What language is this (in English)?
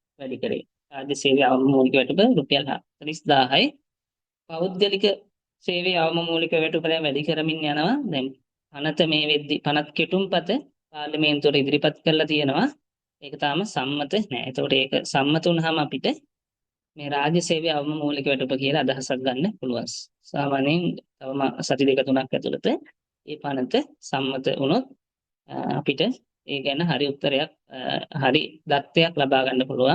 Sinhala